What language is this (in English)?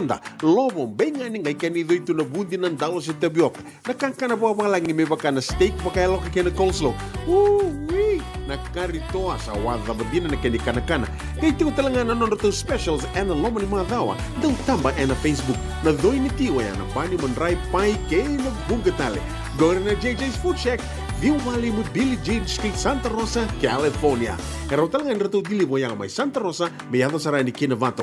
Fijian